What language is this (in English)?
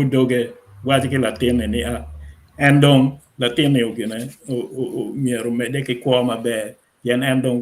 Acoli